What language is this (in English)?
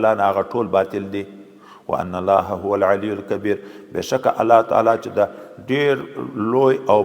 Pashto